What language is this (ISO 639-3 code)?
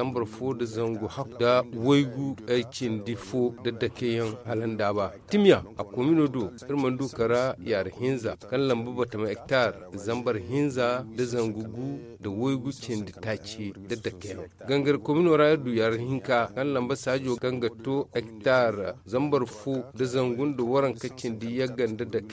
dje